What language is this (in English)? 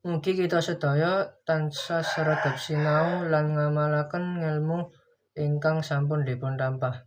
Javanese